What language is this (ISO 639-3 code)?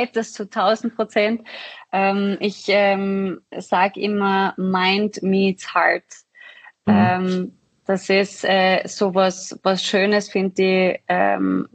deu